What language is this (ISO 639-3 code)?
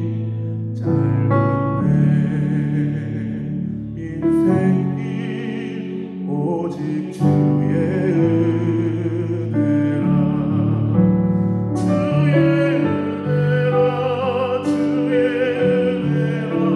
kor